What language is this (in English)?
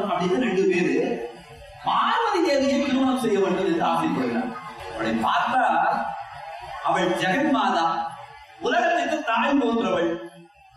Tamil